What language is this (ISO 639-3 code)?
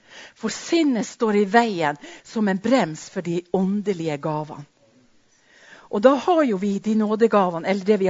nor